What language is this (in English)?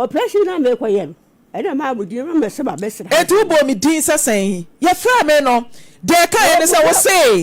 Akan